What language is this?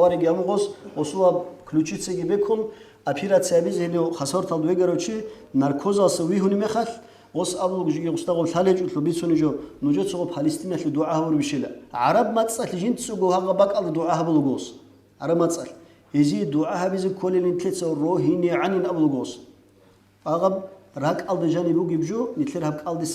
Avaric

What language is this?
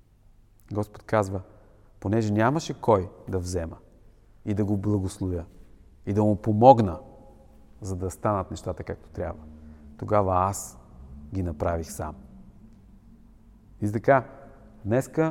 Bulgarian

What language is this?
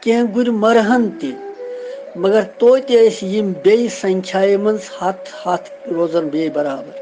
Kashmiri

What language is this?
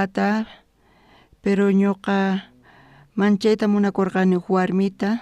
South Bolivian Quechua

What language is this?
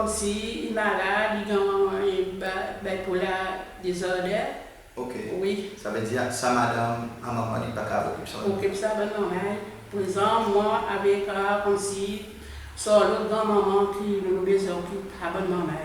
Seselwa Creole French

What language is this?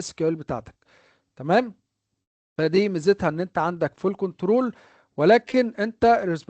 Egyptian Arabic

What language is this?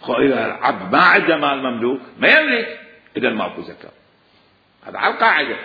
Mesopotamian Arabic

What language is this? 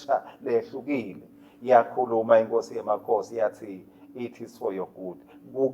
Swati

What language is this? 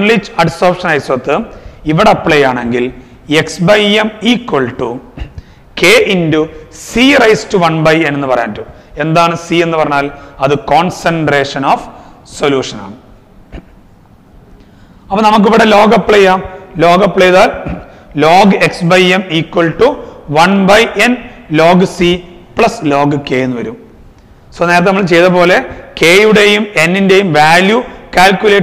Malayalam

